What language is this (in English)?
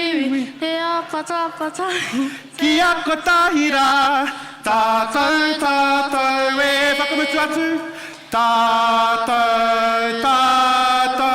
Māori